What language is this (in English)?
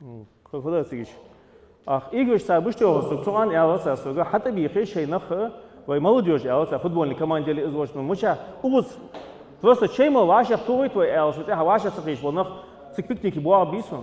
Ingush